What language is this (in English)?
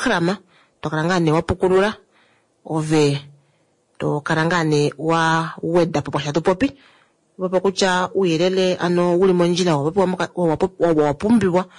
Kuanyama